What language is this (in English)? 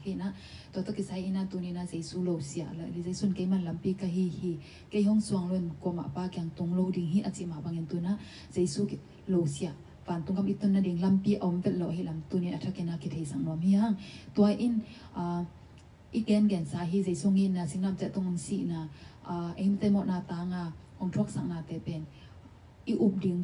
Tedim Chin